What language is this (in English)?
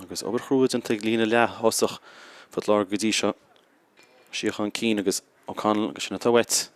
Irish